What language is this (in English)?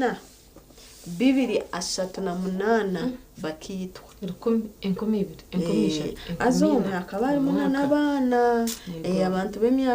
Nyankole